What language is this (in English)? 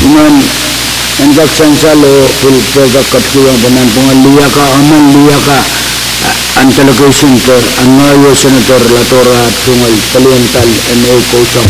Pohnpeian